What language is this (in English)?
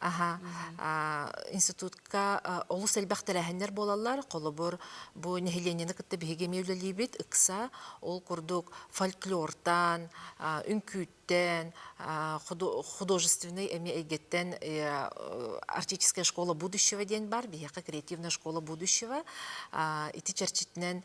Yakut